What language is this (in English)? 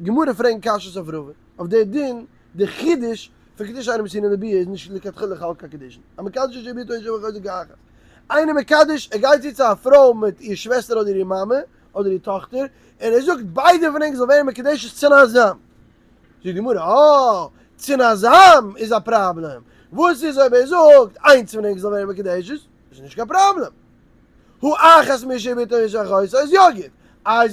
Yiddish